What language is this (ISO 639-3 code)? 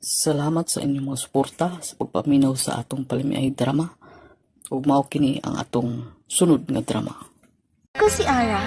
ceb